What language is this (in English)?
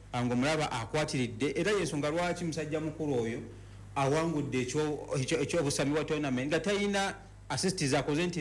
Ganda